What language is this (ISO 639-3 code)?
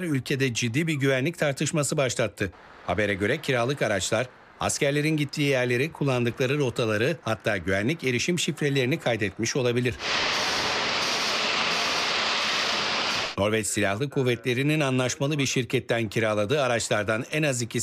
tur